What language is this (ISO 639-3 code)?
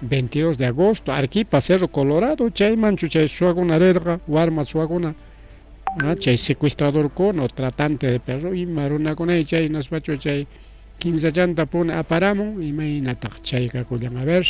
quy